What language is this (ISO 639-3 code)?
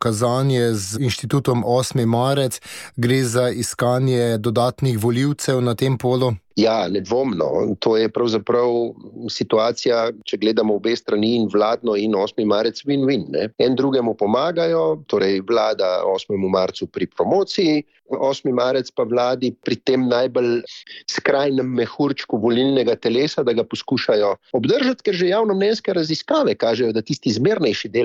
slv